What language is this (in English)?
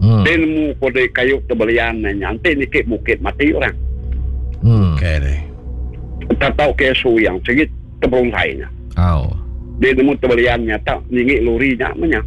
Iban